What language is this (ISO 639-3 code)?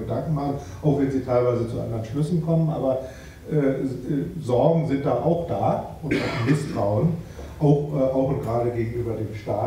deu